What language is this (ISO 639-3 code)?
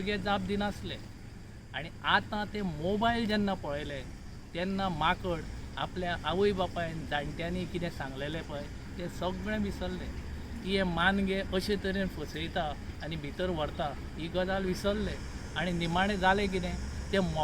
kok